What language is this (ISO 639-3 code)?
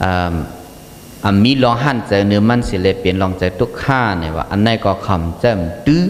shn